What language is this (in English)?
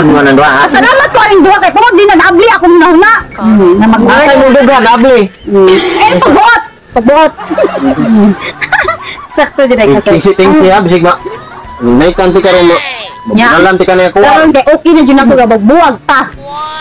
Cebuano